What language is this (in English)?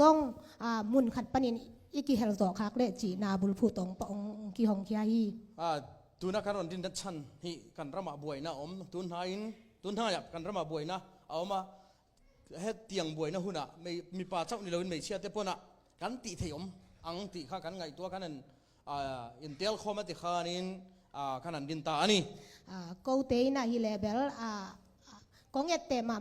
Tedim Chin